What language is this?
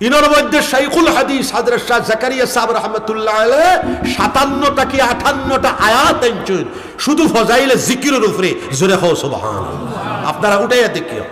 Sylheti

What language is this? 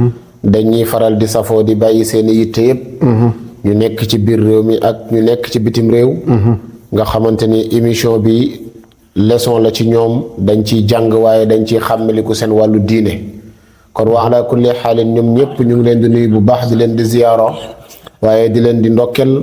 Wolof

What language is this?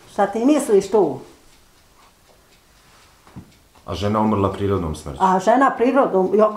Bosnian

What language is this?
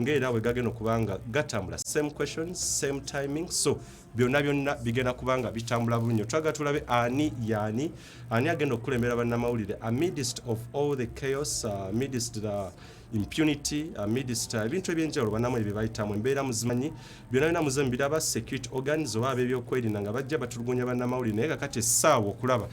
Ganda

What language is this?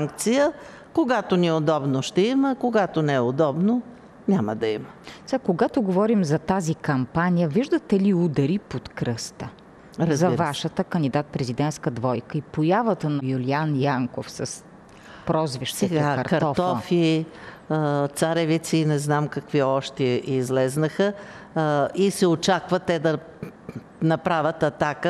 Bulgarian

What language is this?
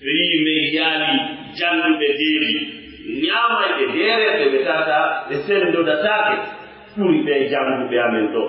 Pular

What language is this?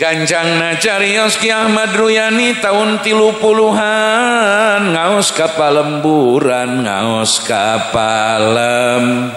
Sundanese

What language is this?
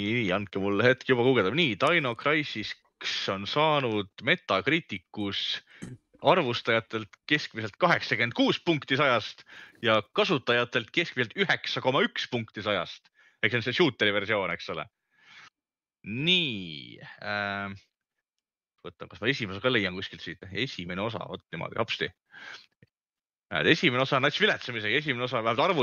Estonian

